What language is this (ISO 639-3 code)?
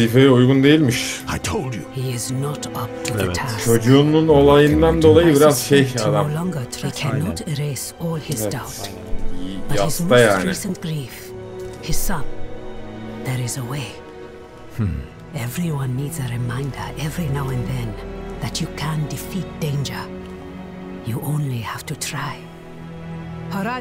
tur